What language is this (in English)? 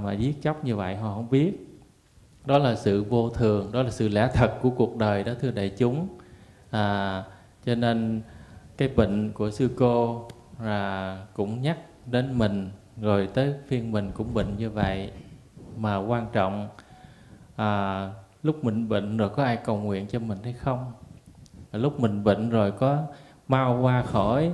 Vietnamese